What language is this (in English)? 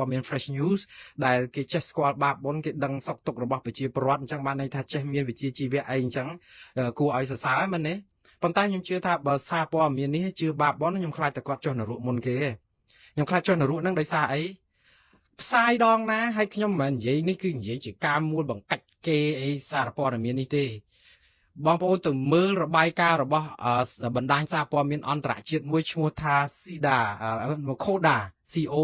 Khmer